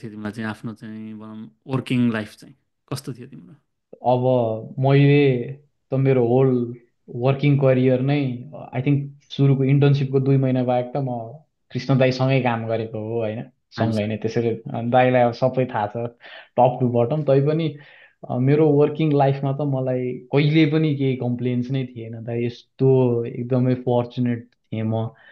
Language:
Nepali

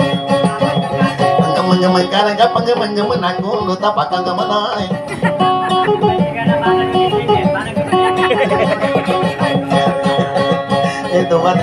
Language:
Maguindanaon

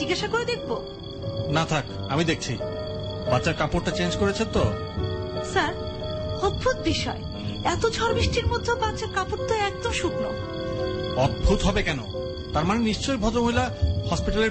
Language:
Bangla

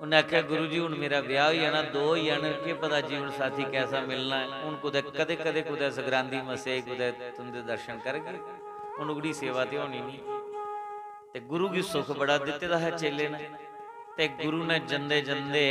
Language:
Dogri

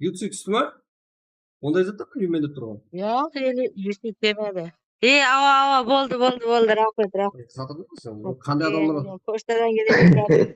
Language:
Kara-Kalpak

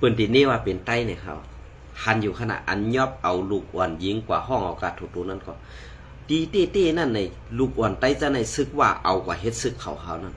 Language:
Shan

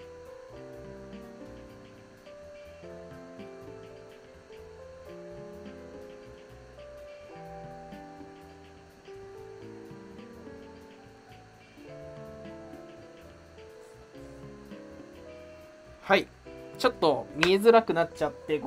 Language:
Japanese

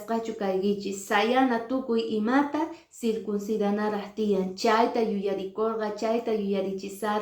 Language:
Quechua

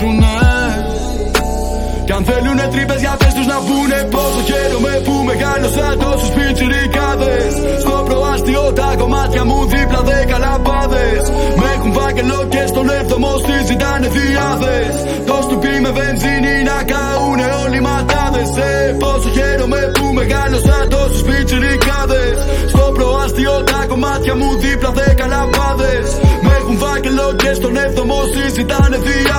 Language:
Greek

